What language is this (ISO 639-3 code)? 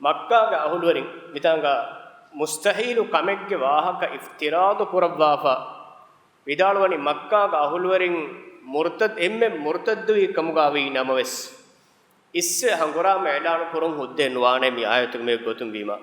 div